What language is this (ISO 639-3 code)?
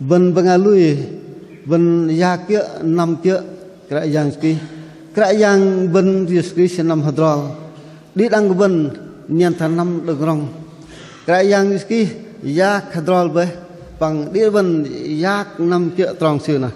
bdq